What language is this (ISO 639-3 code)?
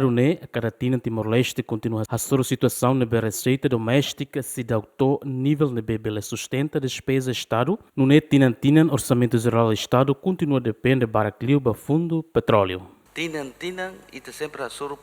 tet